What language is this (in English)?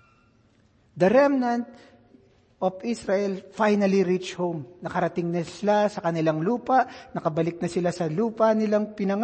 Filipino